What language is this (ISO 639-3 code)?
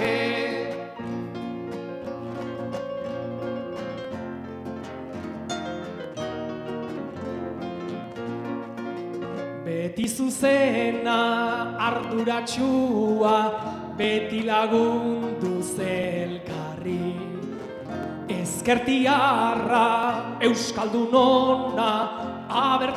eus